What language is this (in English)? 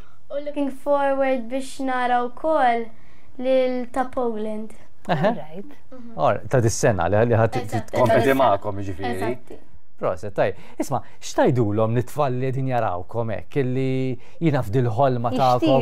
Maltese